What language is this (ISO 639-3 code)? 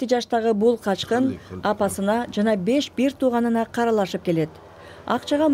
kir